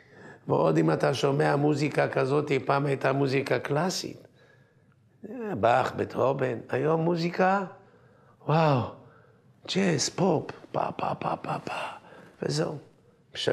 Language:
Hebrew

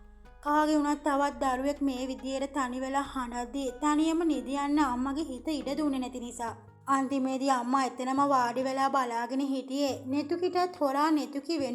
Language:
Sinhala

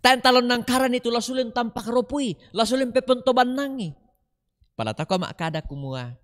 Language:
Toraja-Sa'dan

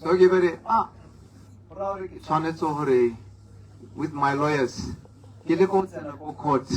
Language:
Tswana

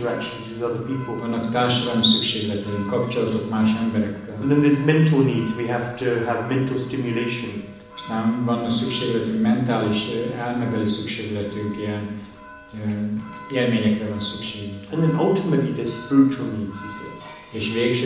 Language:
Hungarian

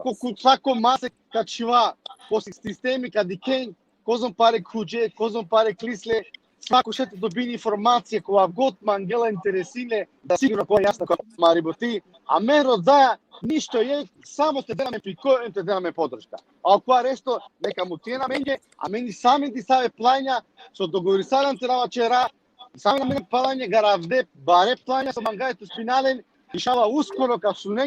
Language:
Balkan Romani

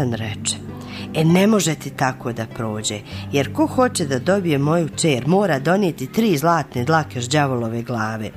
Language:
Bosnian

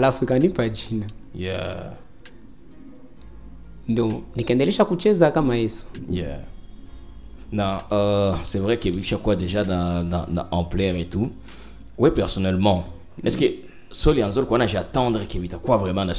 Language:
Swahili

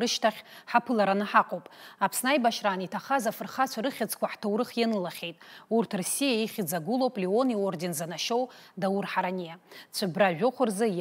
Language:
Abkhazian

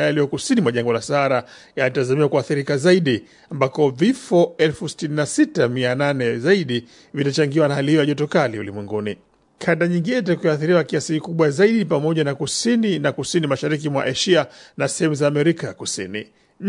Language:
Swahili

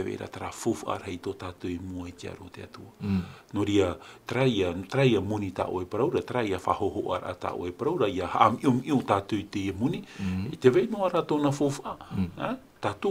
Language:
Tahitian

